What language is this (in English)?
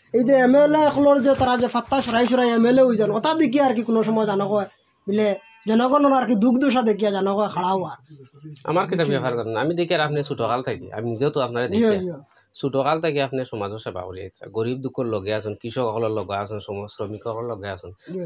Sylheti